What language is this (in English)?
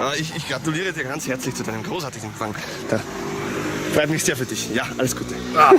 Bavarian